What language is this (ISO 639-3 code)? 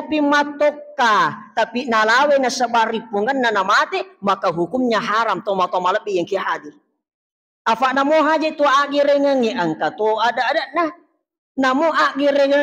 bug